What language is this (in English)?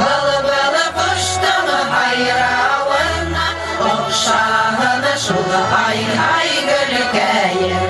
Bashkir